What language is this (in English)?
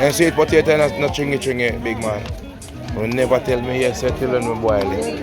Jamaican Creole English